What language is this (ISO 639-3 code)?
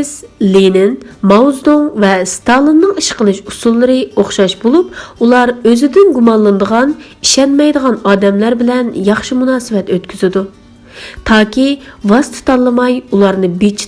uig